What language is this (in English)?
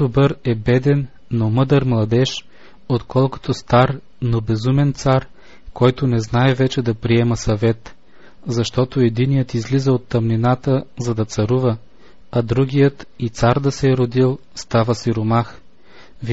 Bulgarian